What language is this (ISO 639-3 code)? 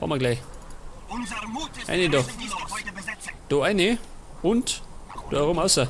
bar